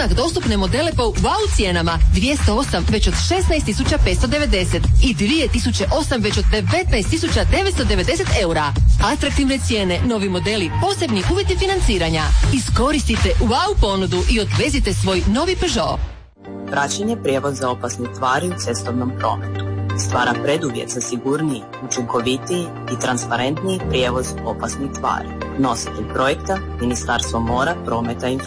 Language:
Croatian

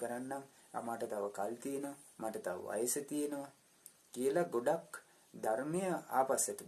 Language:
Sinhala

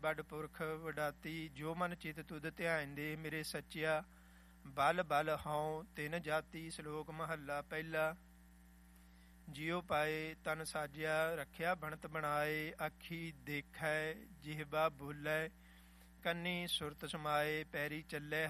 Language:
Punjabi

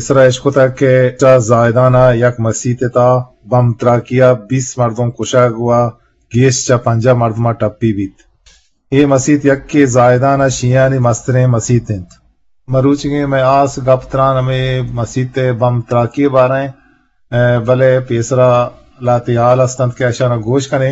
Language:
Eastern Balochi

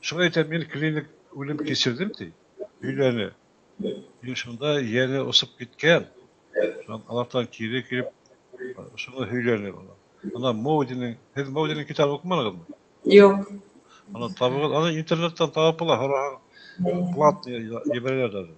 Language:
Bashkir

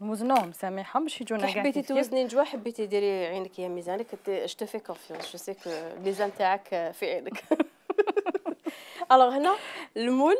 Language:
Algerian Arabic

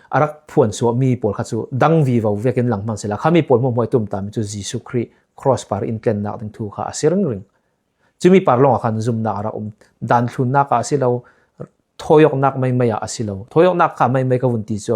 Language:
Falam Chin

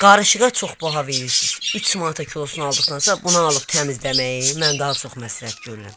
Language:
Azerbaijani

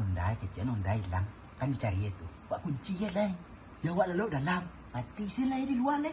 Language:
Minangkabau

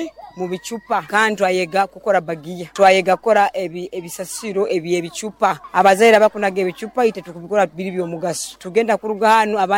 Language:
Nyoro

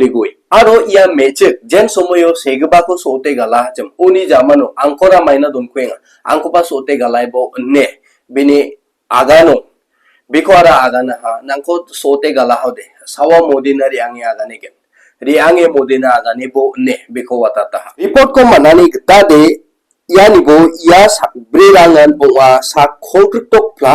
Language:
Garo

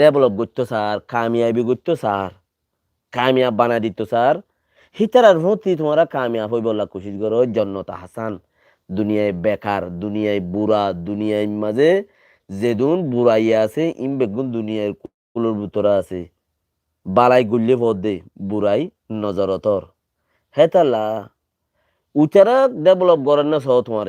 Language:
Rohingya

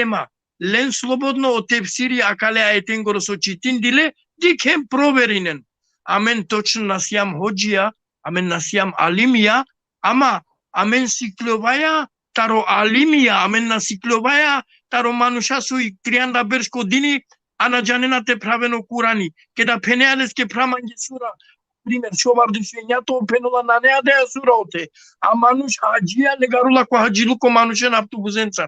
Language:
Balkan Romani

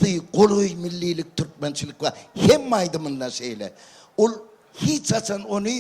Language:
Turkmen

